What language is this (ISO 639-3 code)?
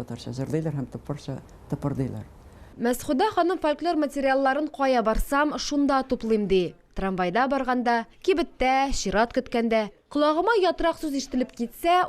tat